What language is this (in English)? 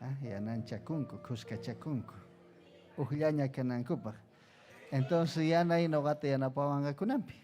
Ayacucho Quechua